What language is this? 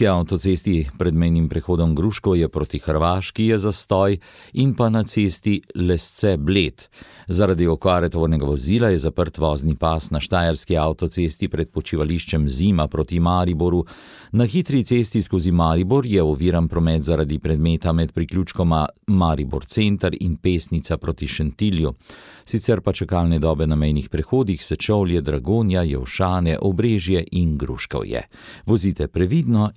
Slovenian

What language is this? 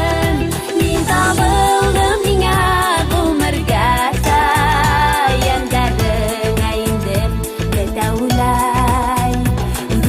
Bashkir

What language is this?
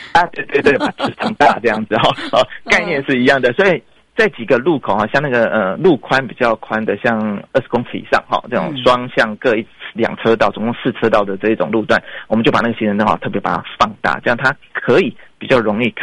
Chinese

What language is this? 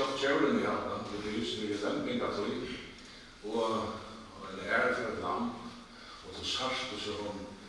Faroese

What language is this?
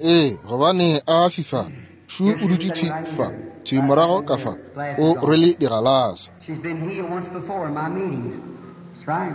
Northern Sotho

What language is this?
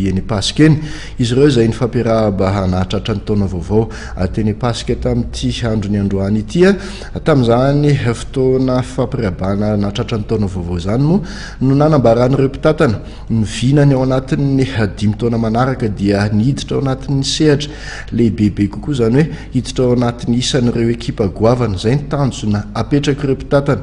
Malagasy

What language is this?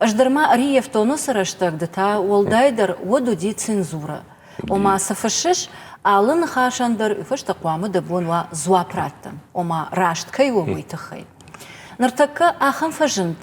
Ossetic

